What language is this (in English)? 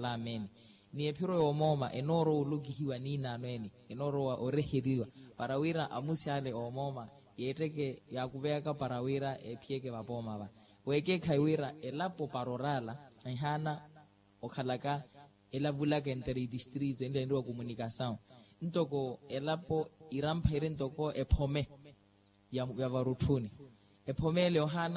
Makhuwa